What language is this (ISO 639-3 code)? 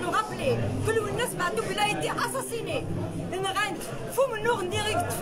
kab